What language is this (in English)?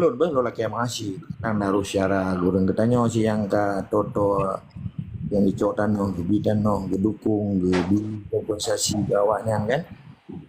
Achinese